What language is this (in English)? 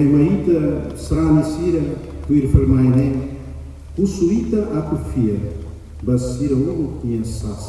Tetum